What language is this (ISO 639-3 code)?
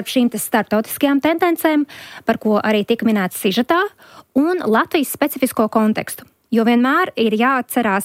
lav